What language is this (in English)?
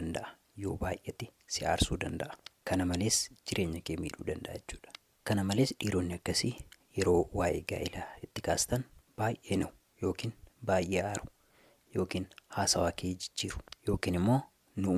Oromo